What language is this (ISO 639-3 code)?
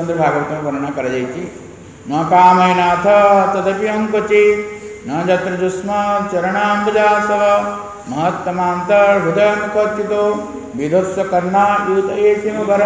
ori